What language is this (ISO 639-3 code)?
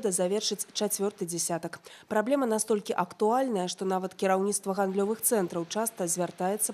bel